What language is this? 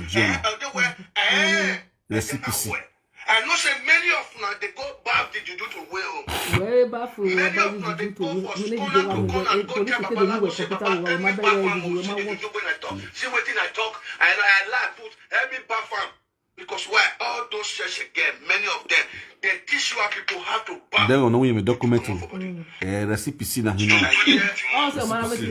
Nigerian Pidgin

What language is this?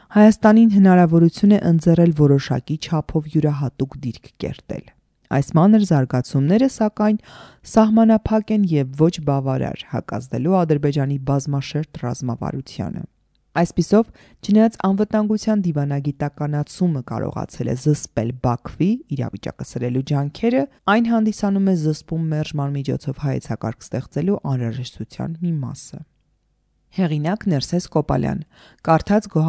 Armenian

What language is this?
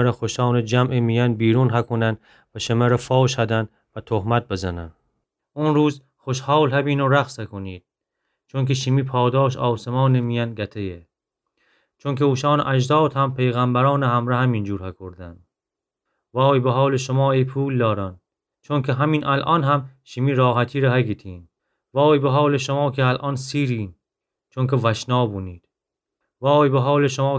Gilaki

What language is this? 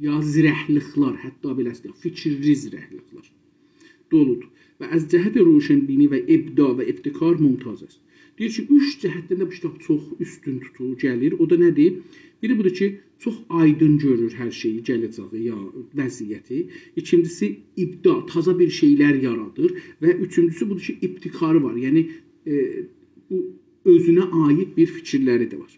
South Azerbaijani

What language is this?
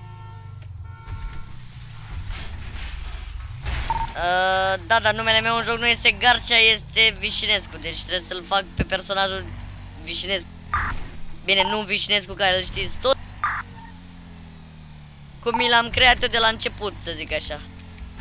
Romanian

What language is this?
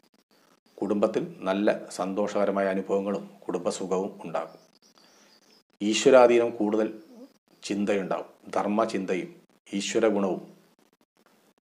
Malayalam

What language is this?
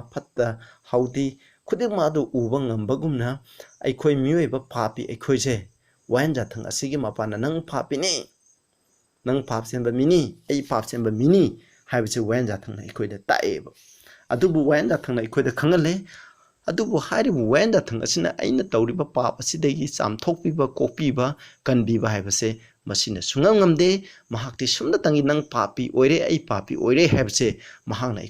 Manipuri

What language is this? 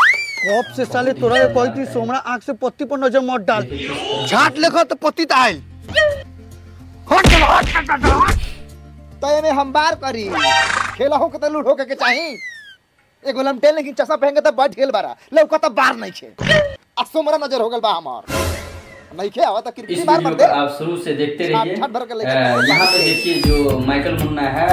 Bhojpuri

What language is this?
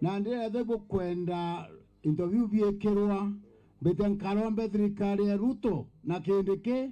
Meru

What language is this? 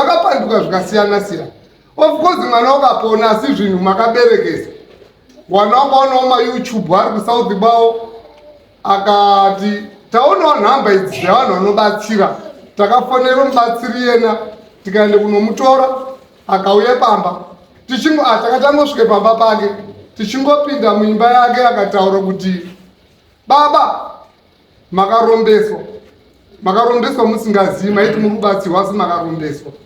Shona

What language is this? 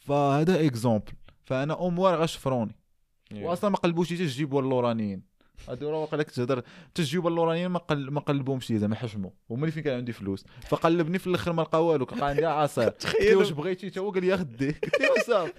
Moroccan Arabic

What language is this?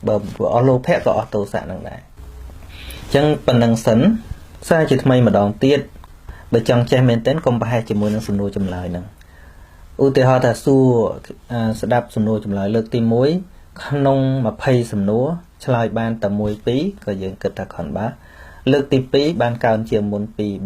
Khmer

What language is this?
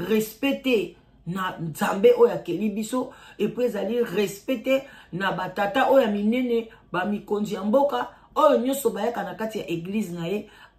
Lingala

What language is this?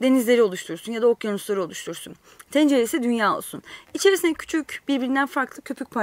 Turkish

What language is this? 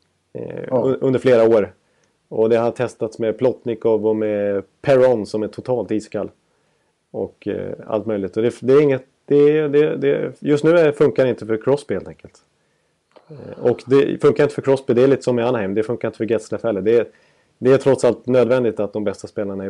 Swedish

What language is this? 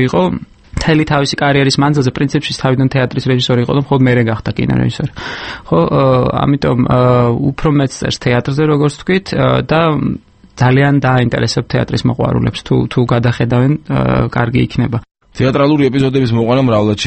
Georgian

